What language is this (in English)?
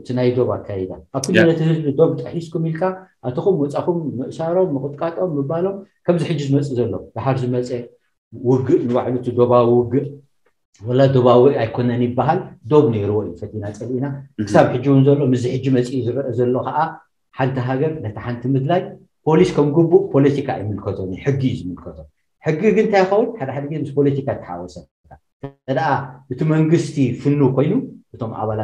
Tigrinya